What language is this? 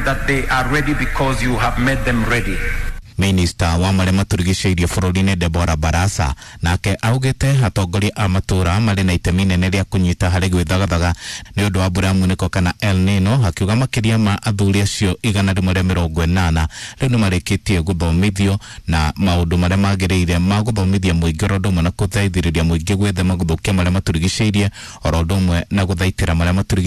Kikuyu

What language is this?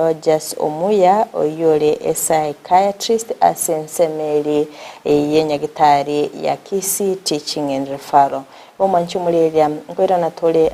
Gusii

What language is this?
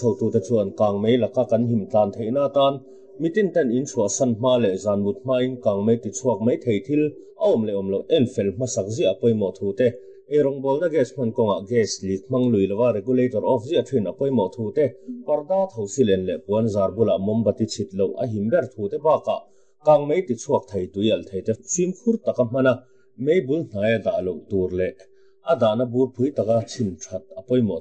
Mizo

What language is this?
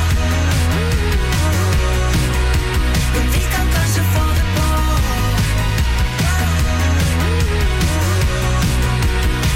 Norwegian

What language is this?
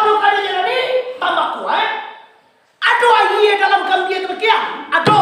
Minangkabau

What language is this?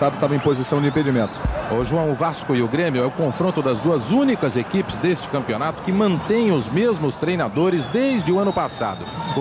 Portuguese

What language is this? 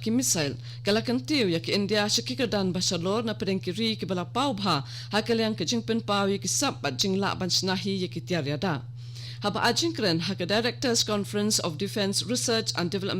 Khasi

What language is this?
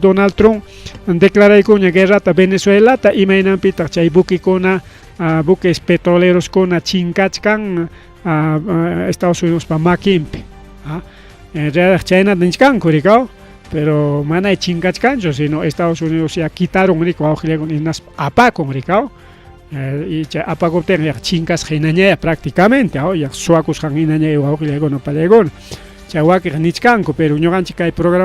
Ayacucho Quechua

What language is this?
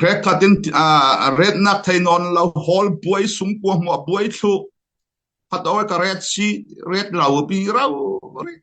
Falam Chin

